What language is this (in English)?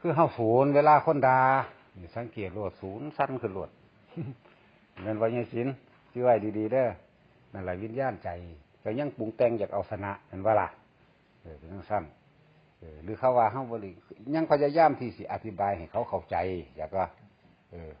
Lao